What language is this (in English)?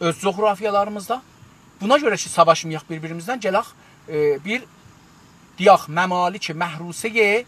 South Azerbaijani